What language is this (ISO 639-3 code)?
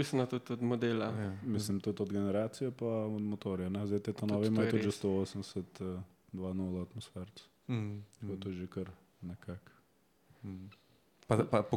slv